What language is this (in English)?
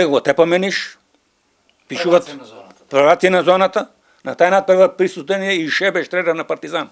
Macedonian